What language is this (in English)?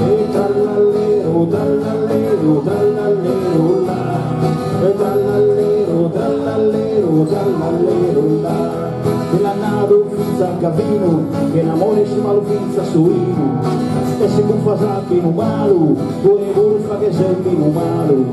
Sardinian